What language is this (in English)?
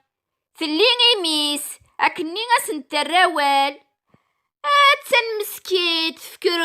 Kabyle